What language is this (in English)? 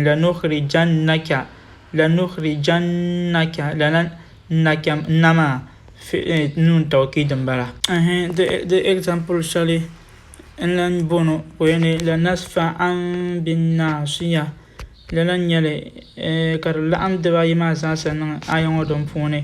Dagbani